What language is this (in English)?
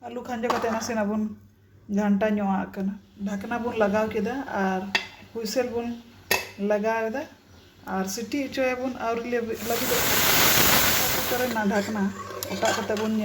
Santali